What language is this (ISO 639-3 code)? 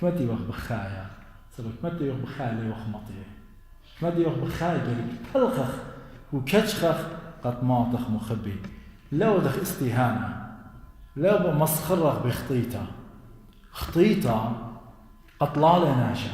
aii